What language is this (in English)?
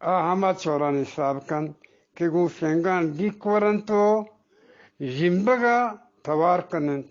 Eastern Balochi